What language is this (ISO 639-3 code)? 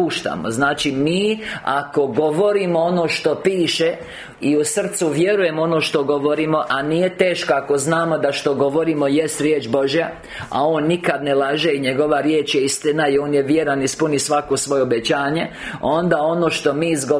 hrv